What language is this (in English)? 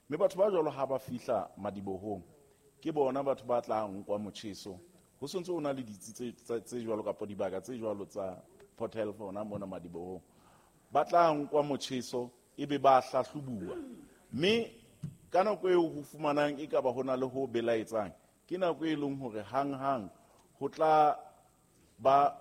Southern Sotho